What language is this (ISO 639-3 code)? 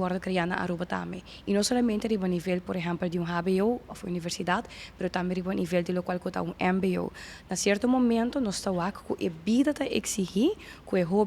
pap